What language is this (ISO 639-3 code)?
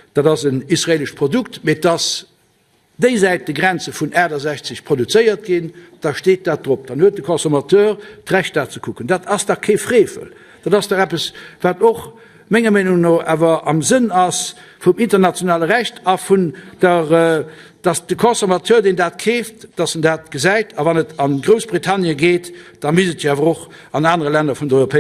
ltz